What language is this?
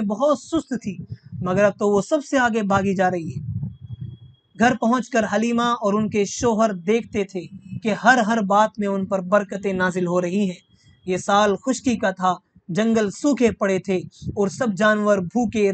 Urdu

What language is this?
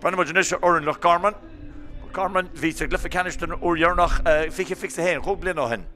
Irish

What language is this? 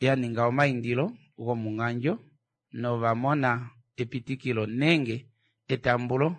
Kuanyama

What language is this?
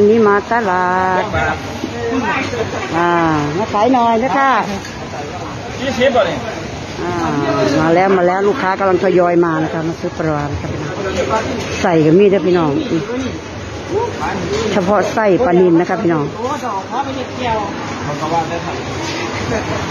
Thai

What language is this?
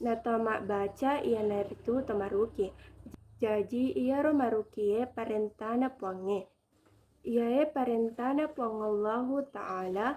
Buginese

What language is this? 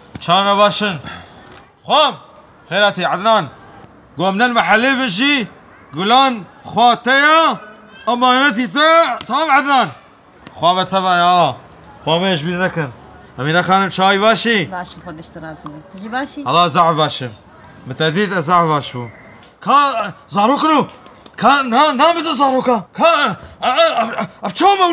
Kurdish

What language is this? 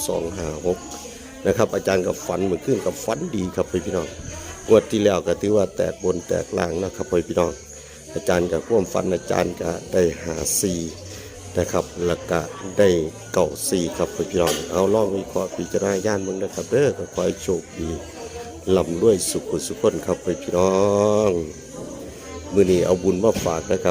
Northeastern Thai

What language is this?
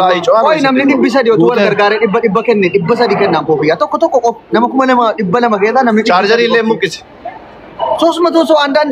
Oromo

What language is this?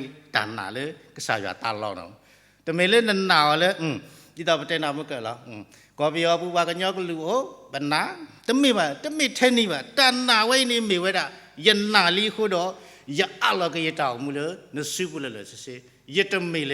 S'gaw Karen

